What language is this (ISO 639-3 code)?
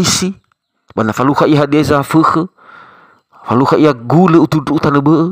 nia